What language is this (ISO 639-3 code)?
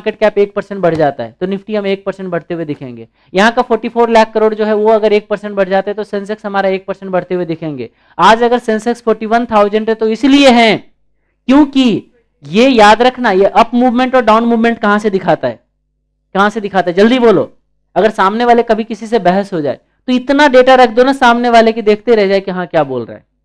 hin